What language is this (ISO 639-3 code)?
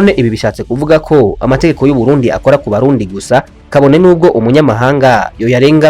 run